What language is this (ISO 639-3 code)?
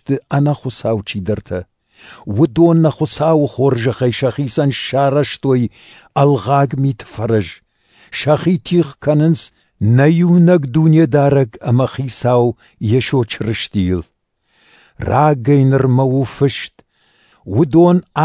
oss